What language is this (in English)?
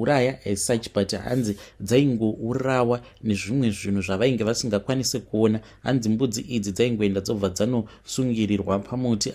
Shona